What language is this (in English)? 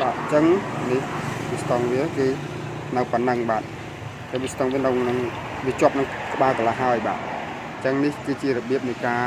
Khmer